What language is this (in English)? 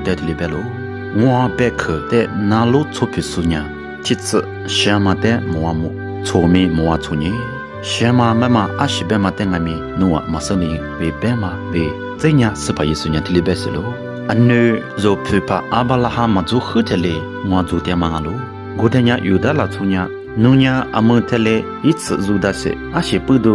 Lisu